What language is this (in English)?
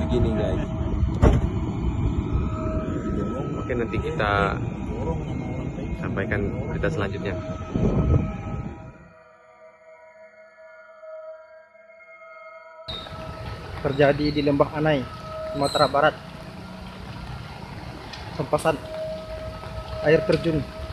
Indonesian